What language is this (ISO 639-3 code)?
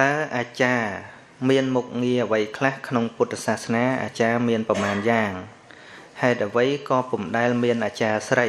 khm